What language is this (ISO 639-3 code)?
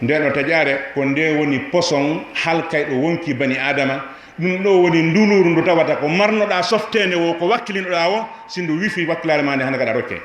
ful